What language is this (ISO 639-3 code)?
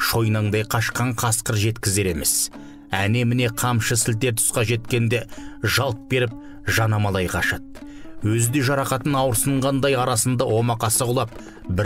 kaz